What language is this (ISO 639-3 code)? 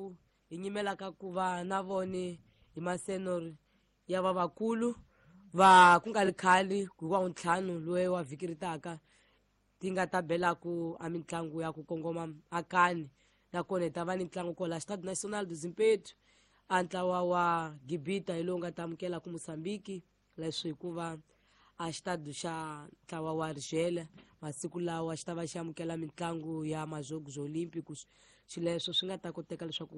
tso